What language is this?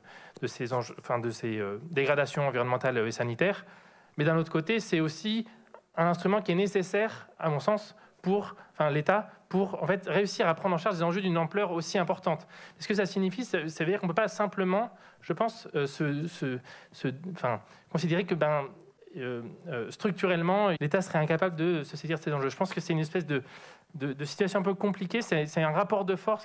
French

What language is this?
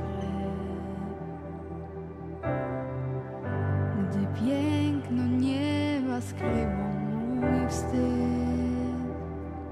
Polish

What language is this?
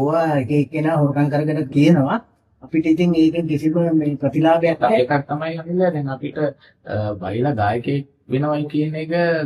Sinhala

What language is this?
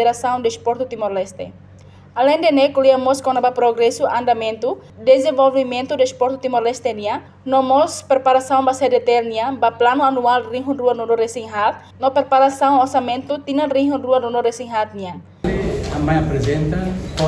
Tetum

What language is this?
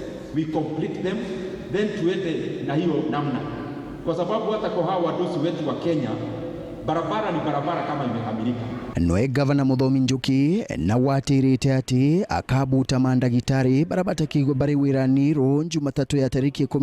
Meru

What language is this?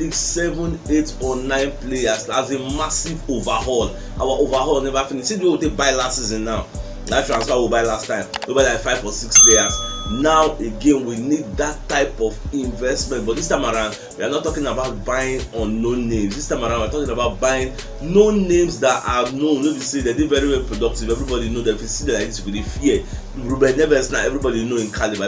Nigerian Pidgin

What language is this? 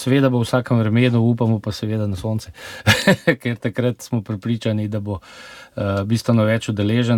Slovenian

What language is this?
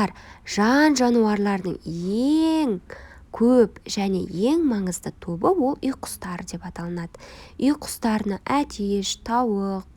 Kazakh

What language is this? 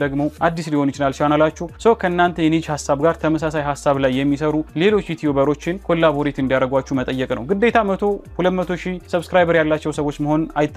Amharic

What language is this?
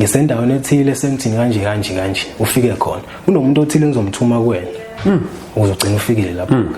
Zulu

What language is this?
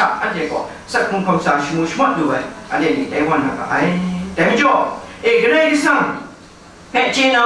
Kachin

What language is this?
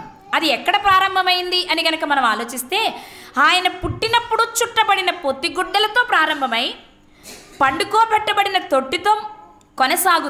Telugu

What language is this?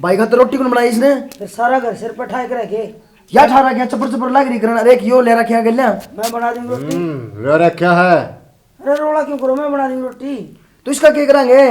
Haryanvi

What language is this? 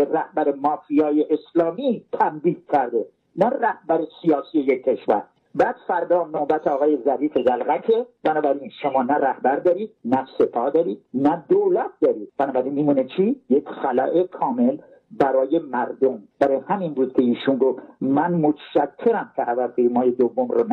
Persian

